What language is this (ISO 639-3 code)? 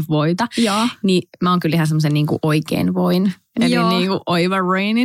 fin